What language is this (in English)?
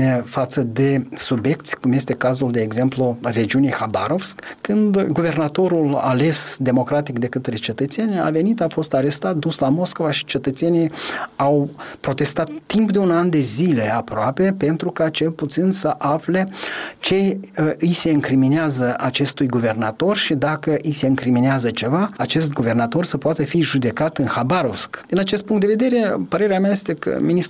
Romanian